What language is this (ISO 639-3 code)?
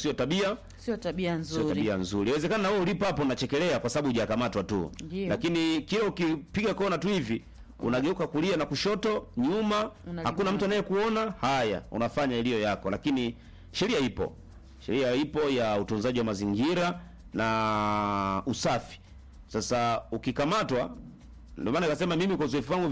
swa